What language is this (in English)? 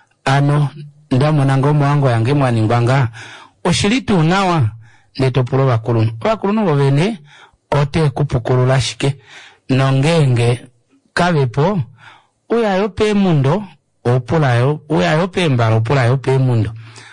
Kuanyama